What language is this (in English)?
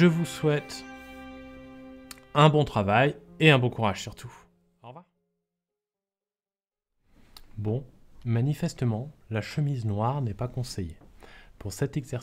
French